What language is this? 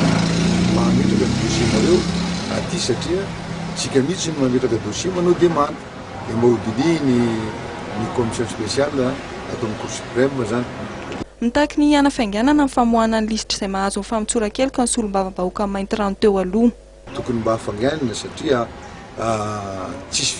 Malagasy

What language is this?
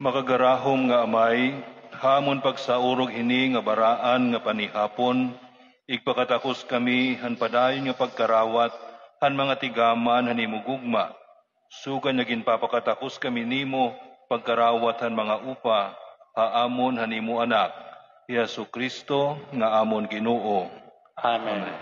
Waray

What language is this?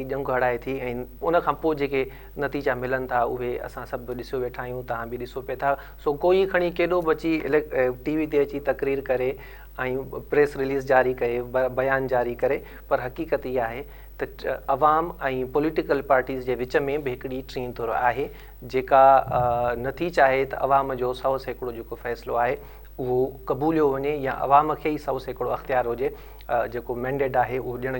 Sindhi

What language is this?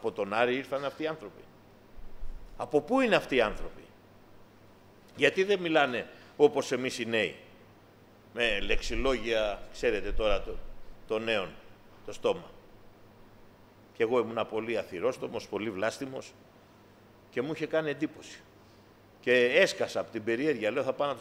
Greek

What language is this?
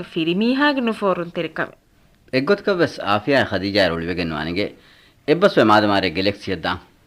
Divehi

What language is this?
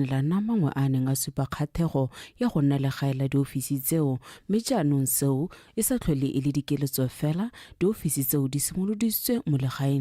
Tswana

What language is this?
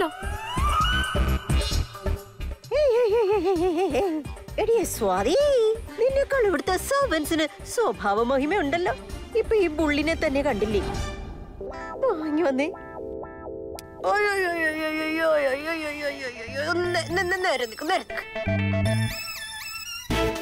Malayalam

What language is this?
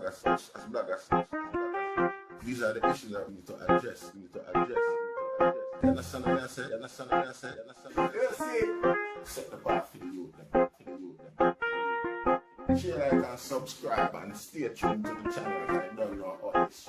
Jamaican Creole English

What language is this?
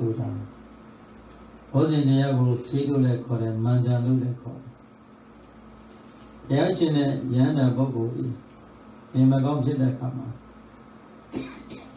Burmese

